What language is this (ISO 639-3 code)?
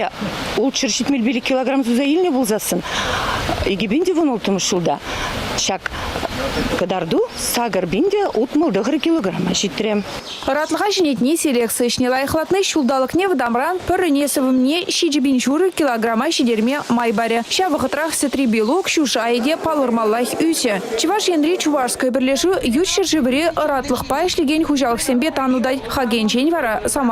chv